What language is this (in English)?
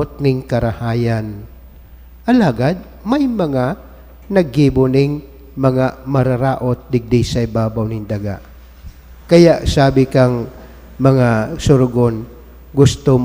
Bikol